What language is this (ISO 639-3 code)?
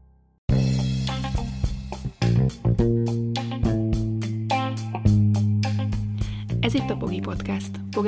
hun